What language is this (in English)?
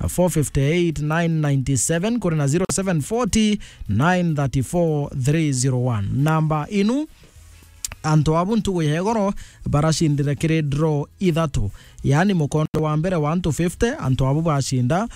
Meru